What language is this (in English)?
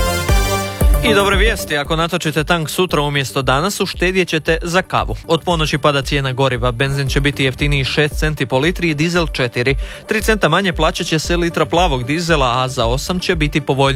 Croatian